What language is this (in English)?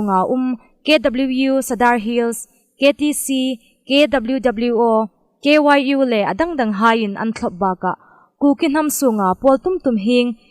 Hmar